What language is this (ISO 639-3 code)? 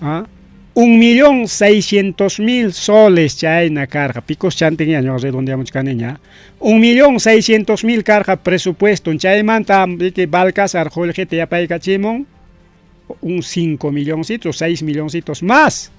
quy